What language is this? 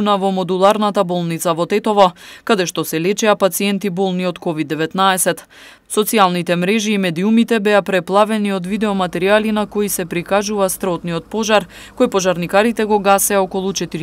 Macedonian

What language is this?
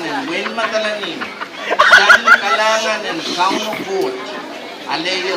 Pohnpeian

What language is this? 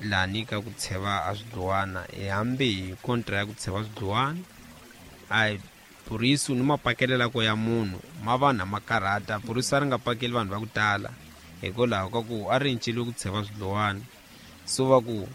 Tsonga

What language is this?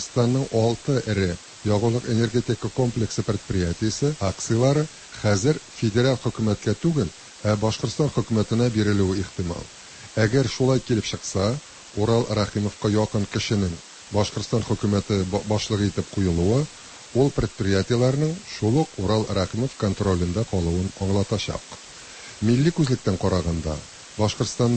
Tatar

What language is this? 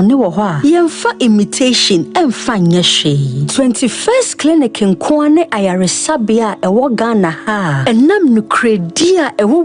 Akan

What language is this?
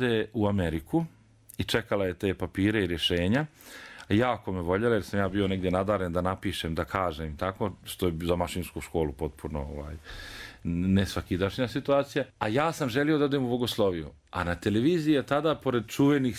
Serbian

